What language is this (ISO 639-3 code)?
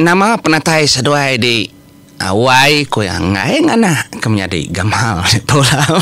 iba